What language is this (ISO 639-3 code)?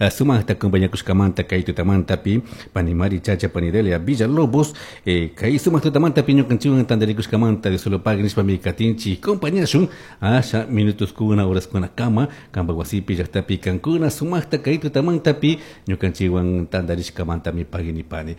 qug